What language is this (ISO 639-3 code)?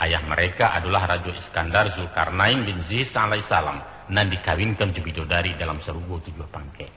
min